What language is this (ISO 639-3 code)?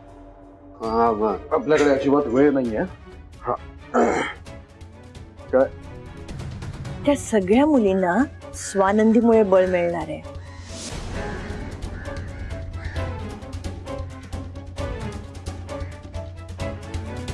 mar